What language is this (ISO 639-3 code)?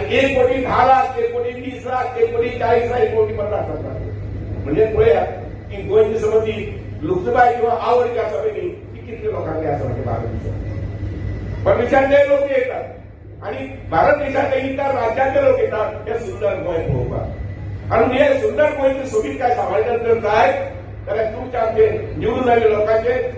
kok